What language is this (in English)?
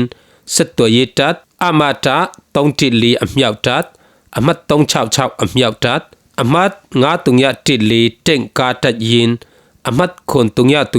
Falam Chin